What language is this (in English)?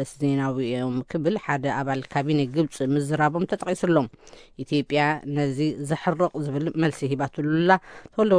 Tigrinya